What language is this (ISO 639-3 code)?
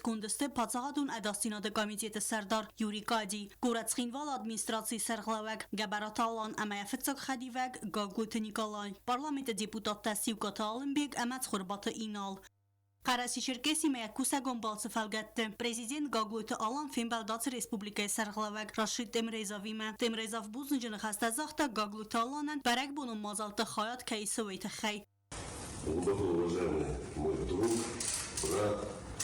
oss